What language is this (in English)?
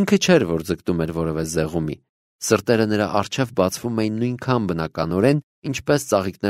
Armenian